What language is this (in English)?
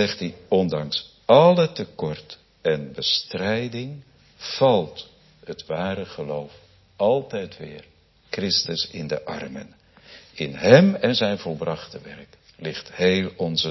Dutch